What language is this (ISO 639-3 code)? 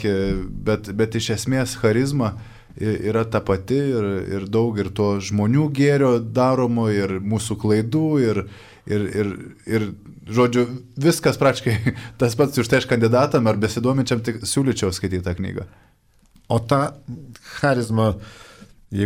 lit